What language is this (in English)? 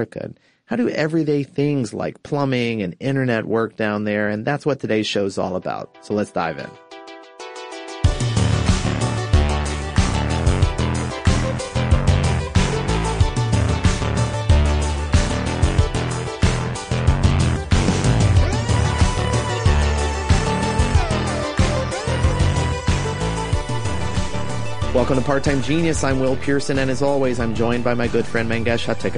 English